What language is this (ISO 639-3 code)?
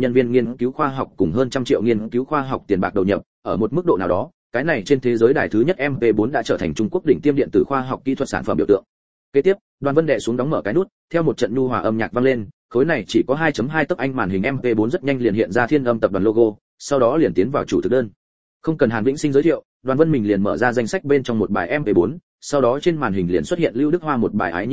vie